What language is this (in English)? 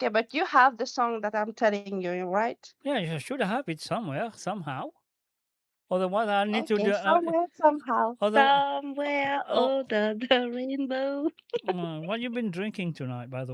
Morisyen